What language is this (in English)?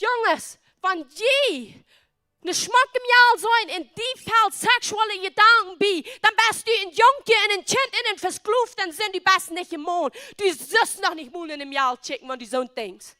Plautdietsch